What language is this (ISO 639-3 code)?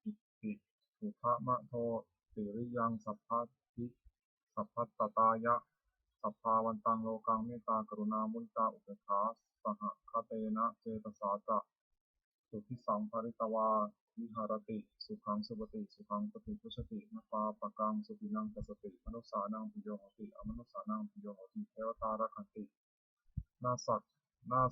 pli